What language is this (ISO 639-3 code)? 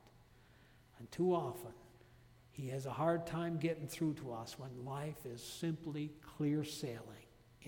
eng